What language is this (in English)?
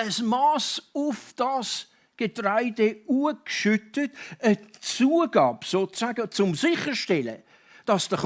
Swiss German